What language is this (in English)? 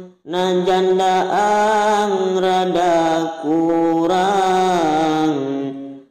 Sundanese